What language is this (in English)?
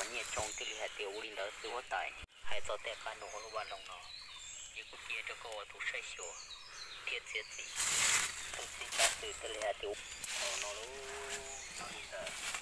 Hmong